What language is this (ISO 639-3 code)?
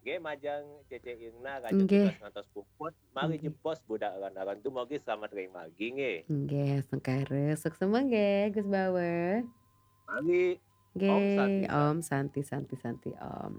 ban